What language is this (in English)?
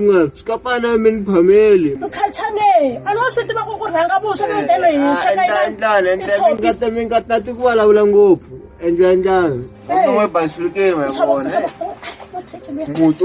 Tsonga